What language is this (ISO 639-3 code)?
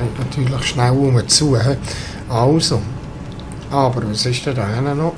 gsw